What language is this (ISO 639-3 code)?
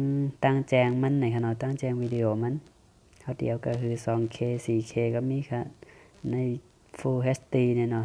shn